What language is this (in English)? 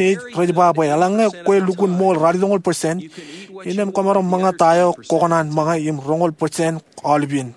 Marshallese